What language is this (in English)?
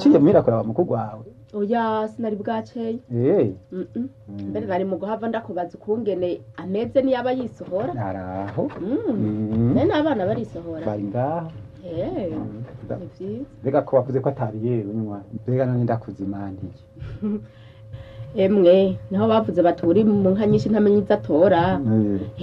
Rundi